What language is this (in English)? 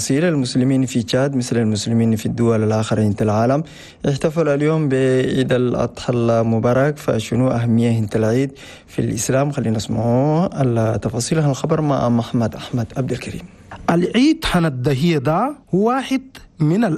Chadian Arabic